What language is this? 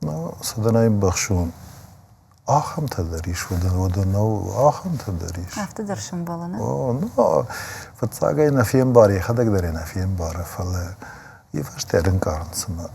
Ossetic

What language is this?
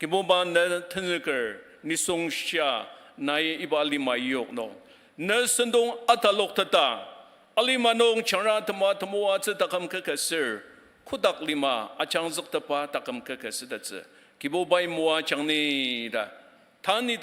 Ao Naga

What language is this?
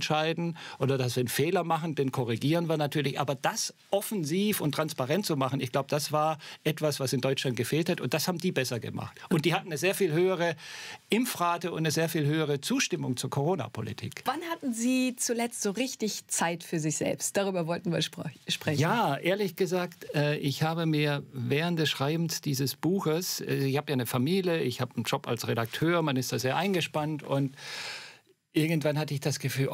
German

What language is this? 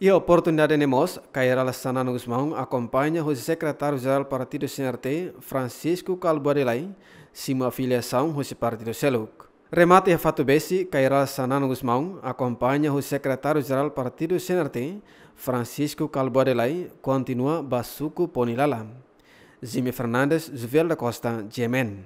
Tetum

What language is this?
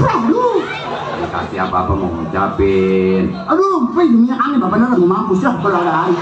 Betawi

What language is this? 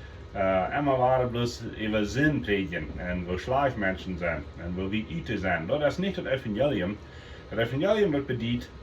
Plautdietsch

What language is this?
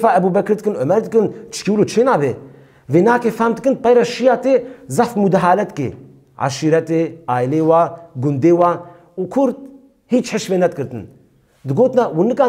Kurdish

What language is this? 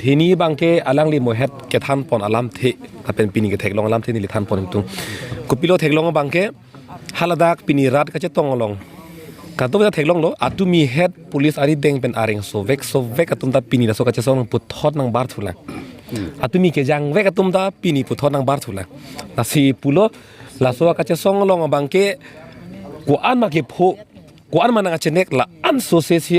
Karbi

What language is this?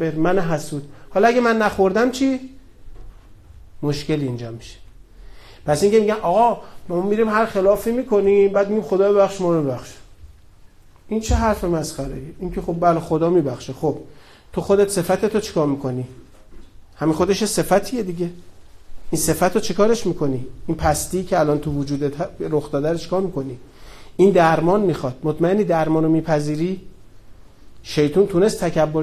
Persian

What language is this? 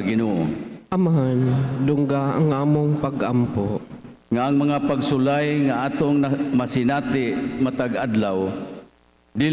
Cebuano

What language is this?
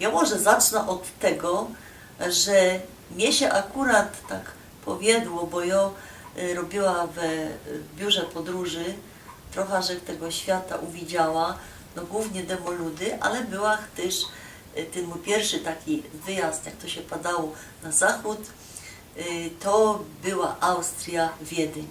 Silesian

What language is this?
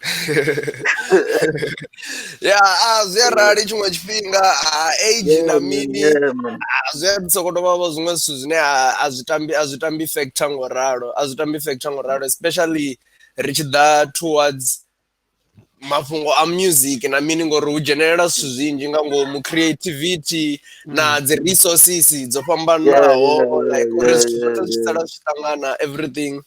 Venda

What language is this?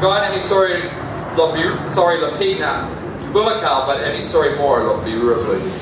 Tok Pisin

